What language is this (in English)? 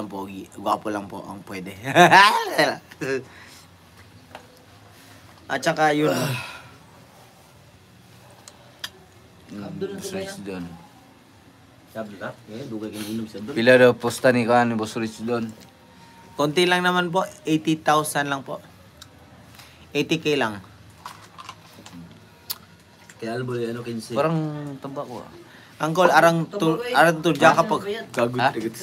Filipino